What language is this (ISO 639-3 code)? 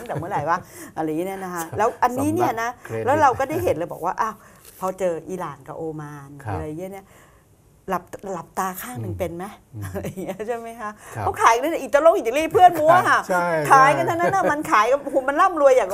tha